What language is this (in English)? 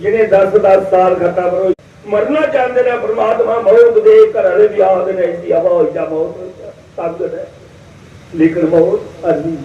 Dogri